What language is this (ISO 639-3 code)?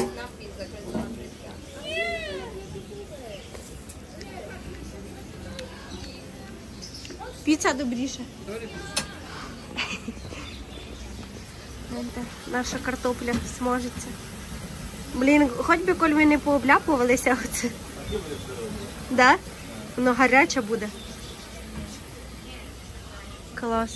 ukr